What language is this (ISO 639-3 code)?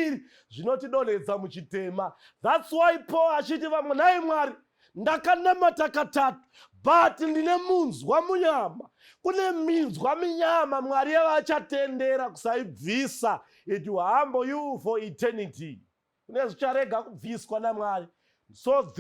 sna